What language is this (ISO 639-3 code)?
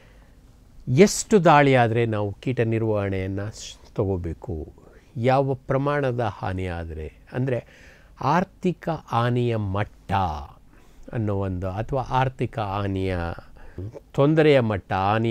kan